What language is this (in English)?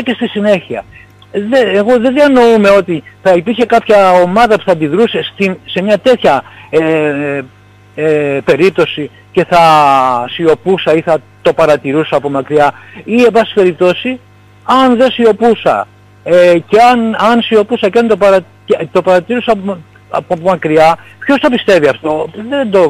Greek